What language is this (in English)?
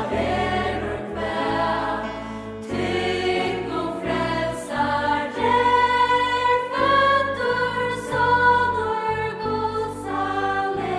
Faroese